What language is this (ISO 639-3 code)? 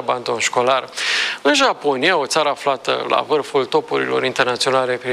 ron